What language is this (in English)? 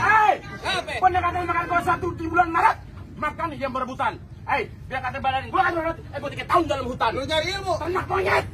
Betawi